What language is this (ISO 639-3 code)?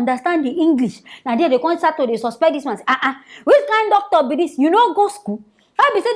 pcm